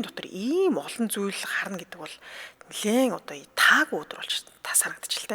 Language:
Mongolian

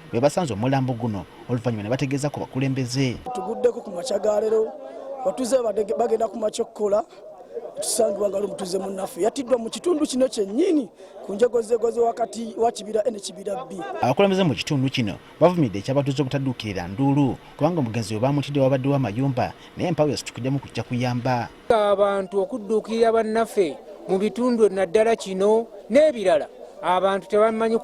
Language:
Ganda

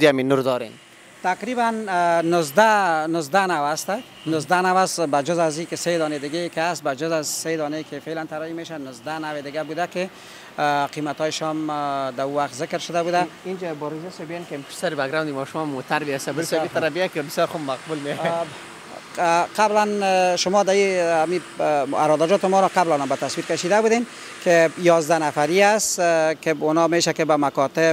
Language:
Persian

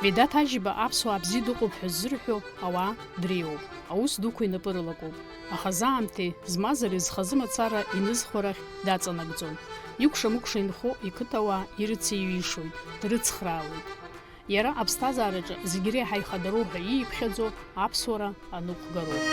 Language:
Abkhazian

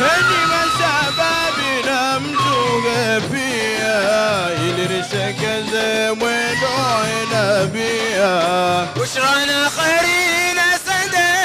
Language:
Swahili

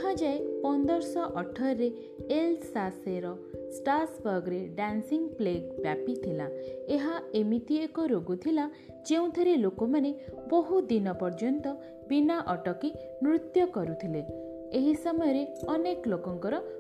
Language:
Odia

